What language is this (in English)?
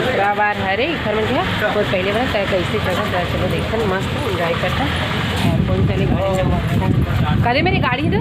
Chhattisgarhi